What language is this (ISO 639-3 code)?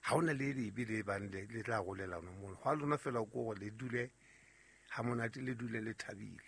sot